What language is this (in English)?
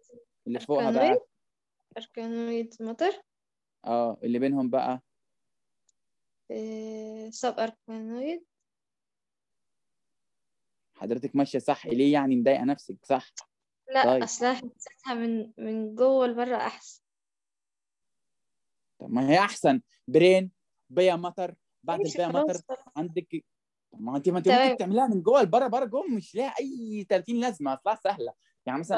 Egyptian Arabic